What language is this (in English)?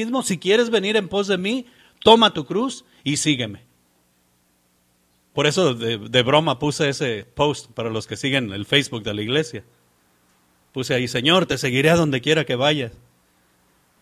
Spanish